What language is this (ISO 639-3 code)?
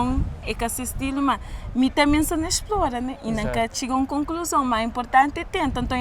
kea